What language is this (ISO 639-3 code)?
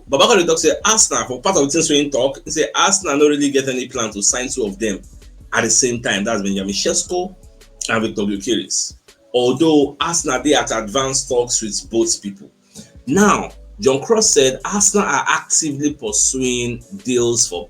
pcm